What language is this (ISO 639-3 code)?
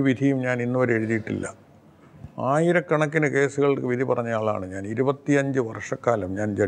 mal